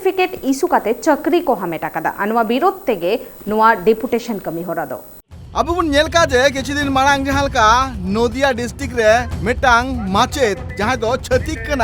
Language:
Santali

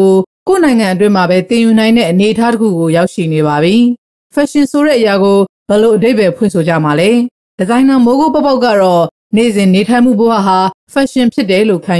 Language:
Burmese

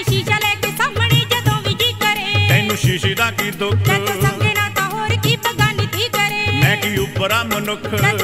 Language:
Punjabi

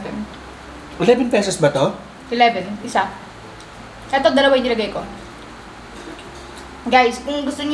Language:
Filipino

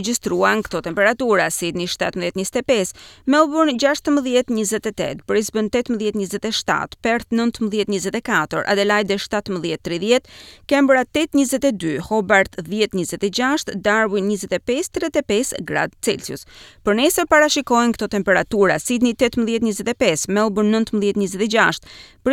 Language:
Albanian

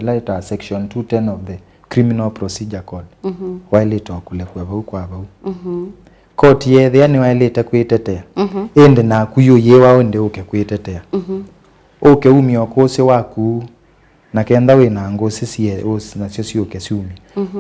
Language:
Kamba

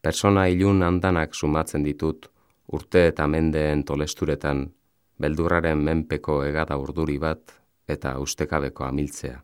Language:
Basque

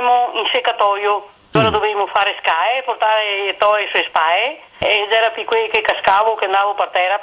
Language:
Venetian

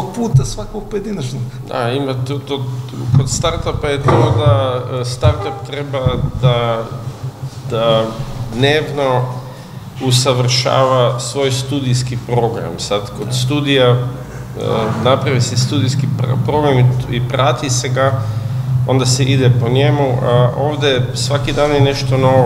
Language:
Serbian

